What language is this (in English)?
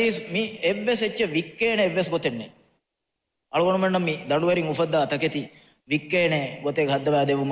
Divehi